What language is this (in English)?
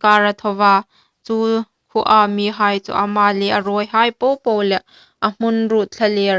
Hmar